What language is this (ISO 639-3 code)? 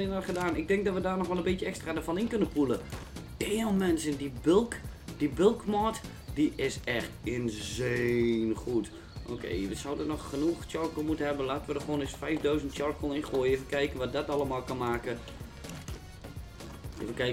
nld